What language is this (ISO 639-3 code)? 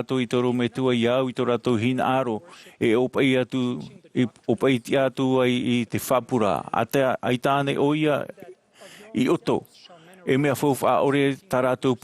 tah